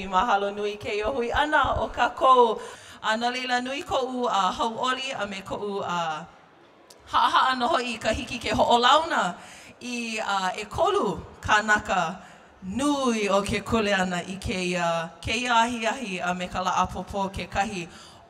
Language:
Hawaiian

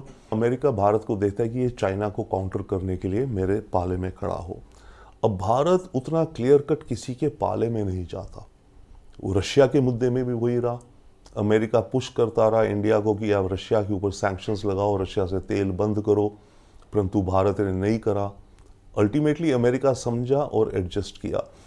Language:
Hindi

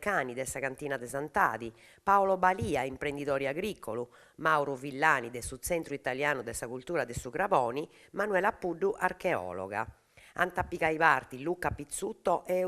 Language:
Sardinian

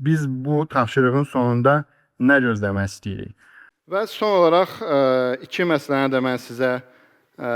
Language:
Azerbaijani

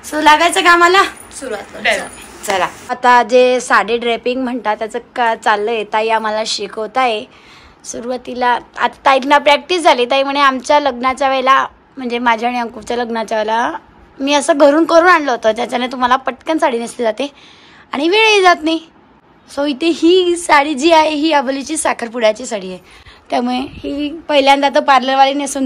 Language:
Marathi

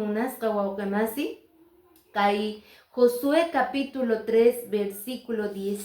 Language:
Quechua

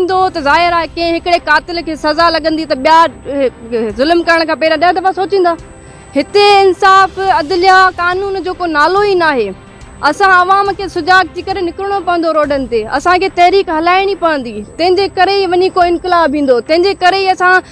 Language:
Sindhi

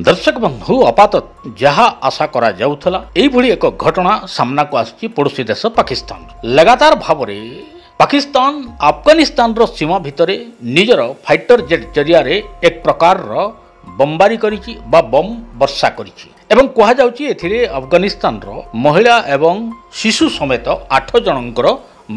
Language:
Odia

